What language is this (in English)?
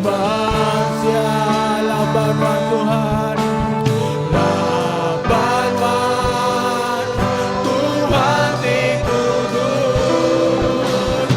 Iban